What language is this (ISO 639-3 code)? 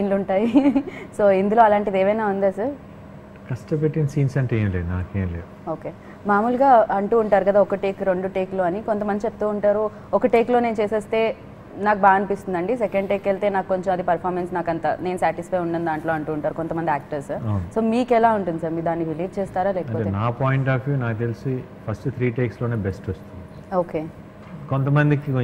tel